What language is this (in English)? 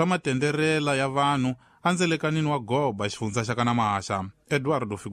Tsonga